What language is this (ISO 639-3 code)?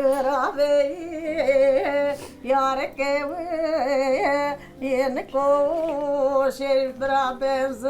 zza